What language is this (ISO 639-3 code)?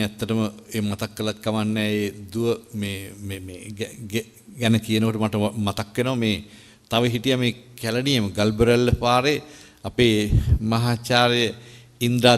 sin